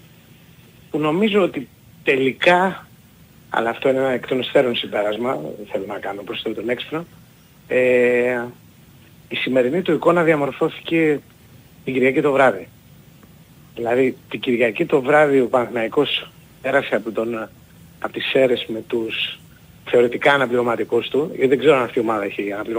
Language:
Greek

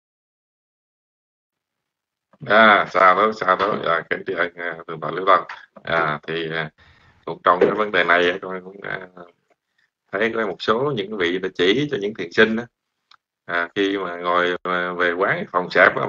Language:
Vietnamese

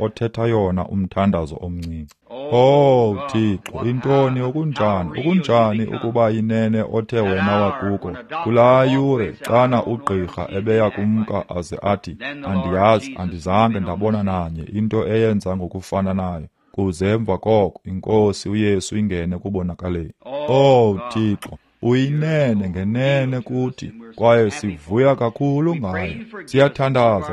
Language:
Xhosa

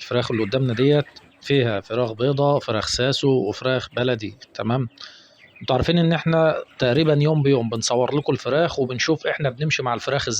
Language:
Egyptian Arabic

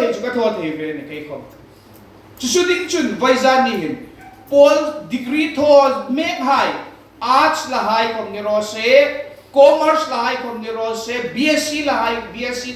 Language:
Hmar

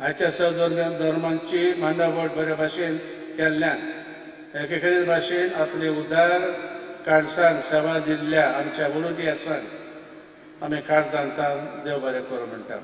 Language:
Konkani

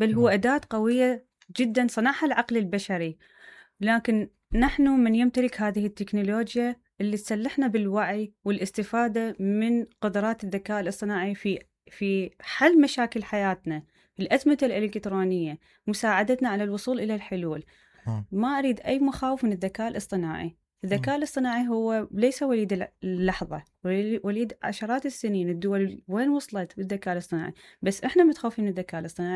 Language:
Mesopotamian Arabic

